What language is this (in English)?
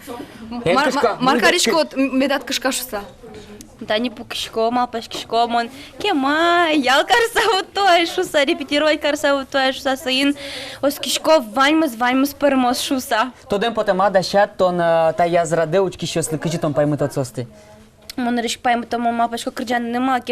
Udmurt